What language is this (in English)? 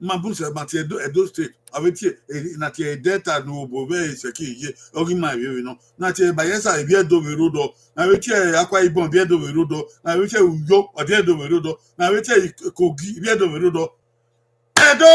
Bini